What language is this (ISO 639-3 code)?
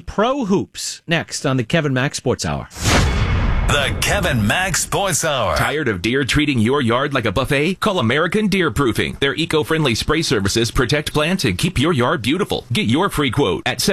eng